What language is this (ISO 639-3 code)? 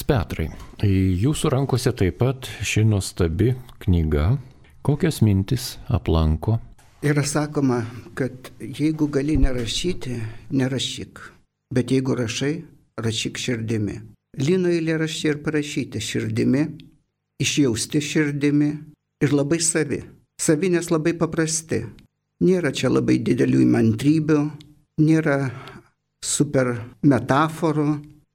lit